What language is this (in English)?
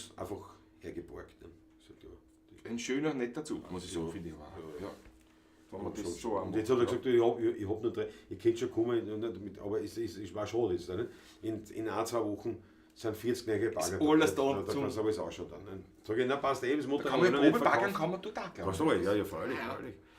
Bavarian